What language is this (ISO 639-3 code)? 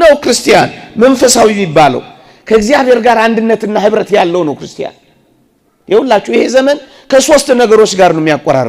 amh